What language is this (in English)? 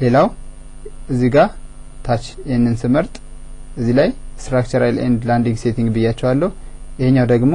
Amharic